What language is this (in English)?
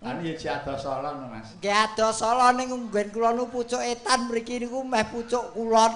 Javanese